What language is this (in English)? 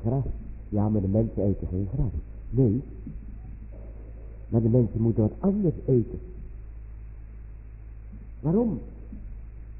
Dutch